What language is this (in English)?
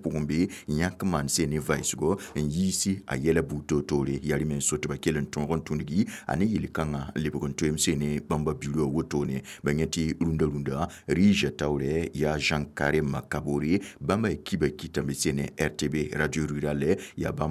Mossi